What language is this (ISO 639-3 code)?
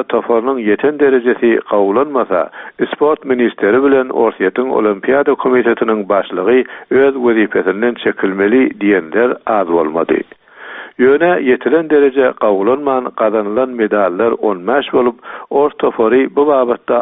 tuk